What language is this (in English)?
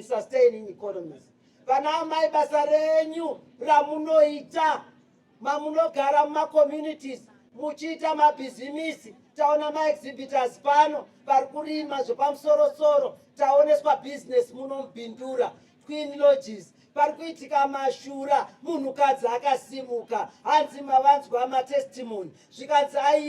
Shona